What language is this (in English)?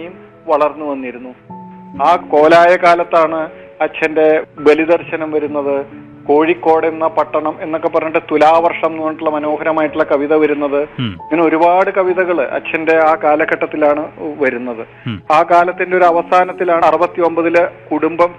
Malayalam